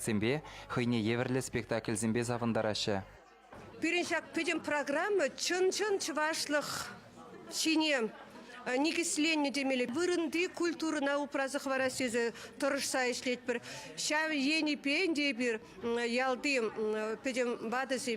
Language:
Chuvash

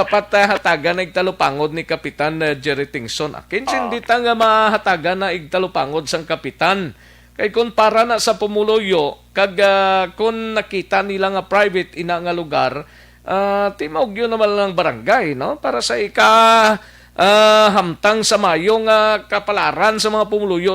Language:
Hiligaynon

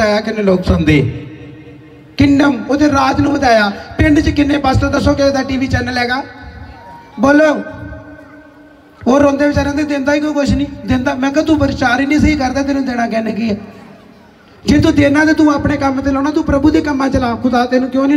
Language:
Punjabi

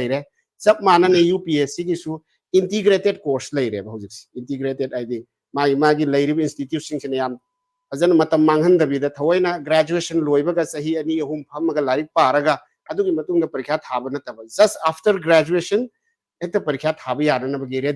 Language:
Manipuri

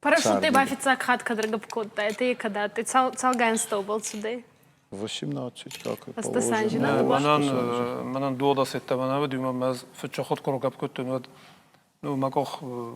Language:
Ossetic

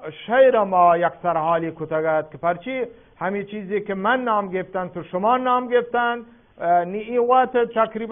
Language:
Eastern Balochi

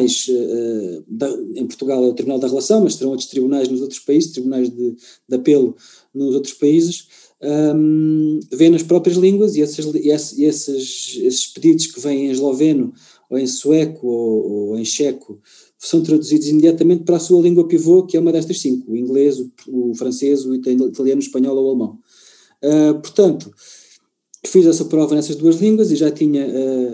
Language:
Portuguese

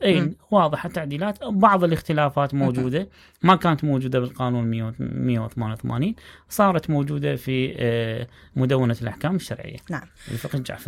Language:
Mesopotamian Arabic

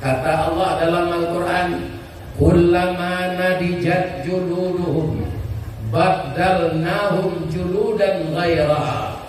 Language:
Minangkabau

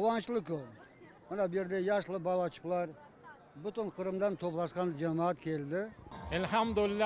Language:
Crimean Tatar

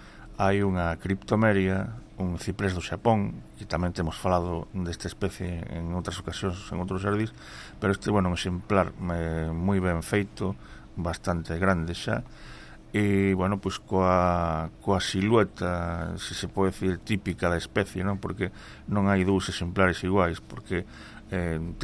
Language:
Galician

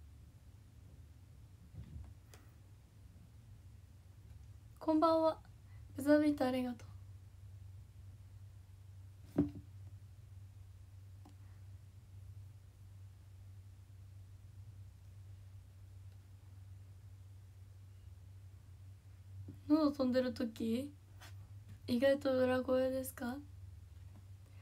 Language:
Japanese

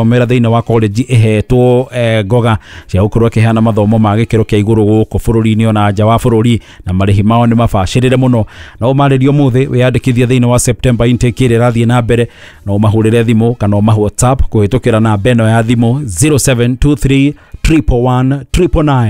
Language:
Kikuyu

